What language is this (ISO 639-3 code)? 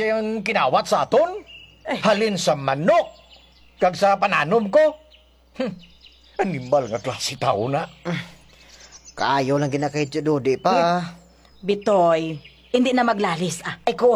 hil